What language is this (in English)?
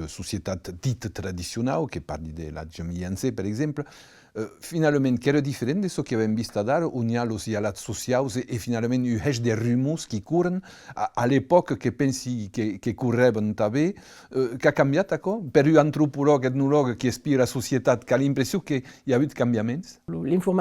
Occitan